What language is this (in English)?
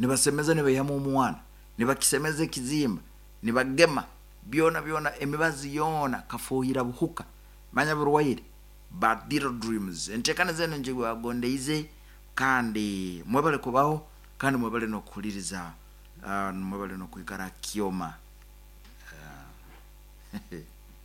Nyoro